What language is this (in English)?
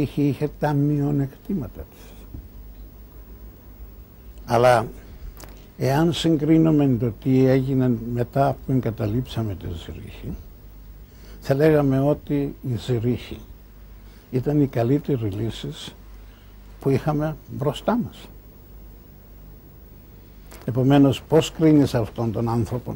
Greek